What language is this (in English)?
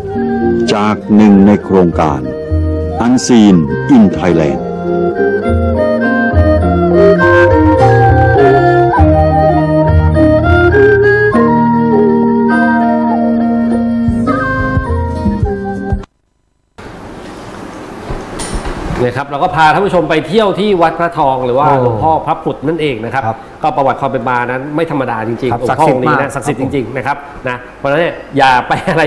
Thai